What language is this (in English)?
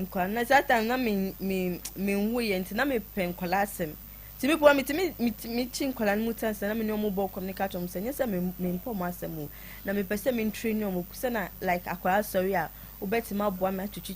Akan